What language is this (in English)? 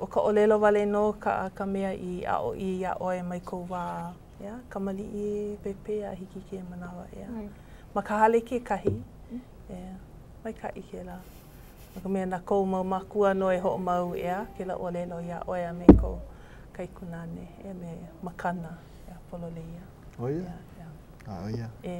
Hawaiian